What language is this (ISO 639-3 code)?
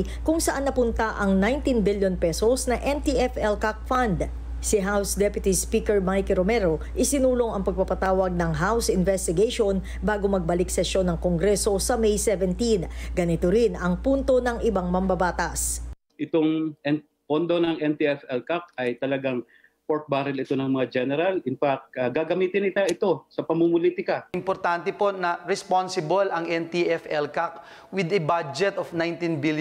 fil